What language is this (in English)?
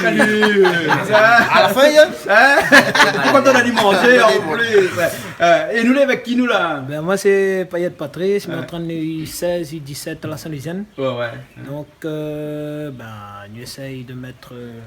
Réunion Creole French